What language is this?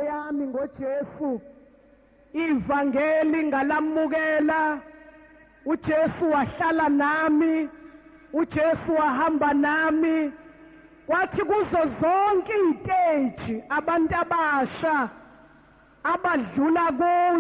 Zulu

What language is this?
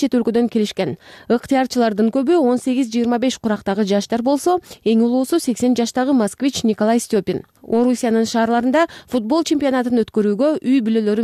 Kyrgyz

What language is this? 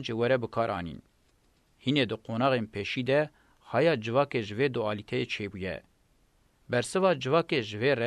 Kurdish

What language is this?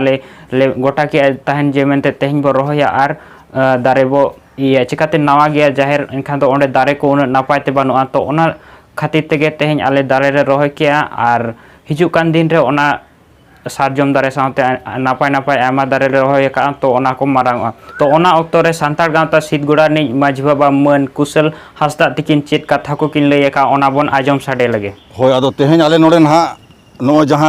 Santali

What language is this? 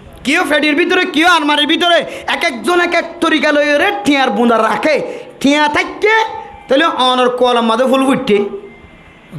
Rohingya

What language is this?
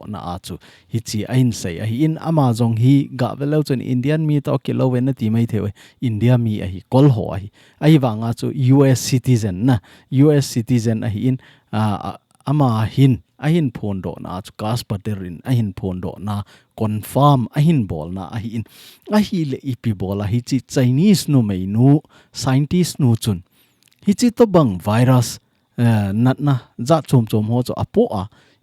Thado Chin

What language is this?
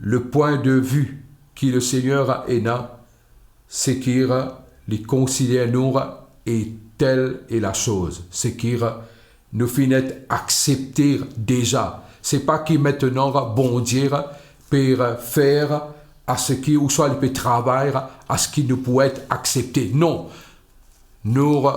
Morisyen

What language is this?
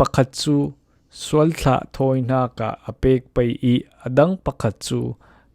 Falam Chin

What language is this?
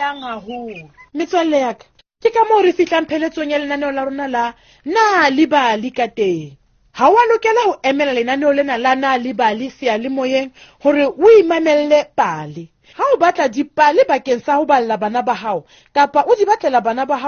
Southern Sotho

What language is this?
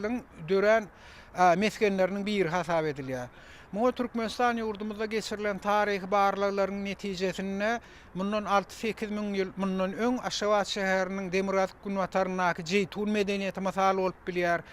Turkmen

